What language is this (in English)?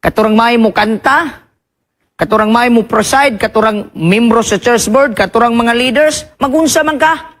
Cebuano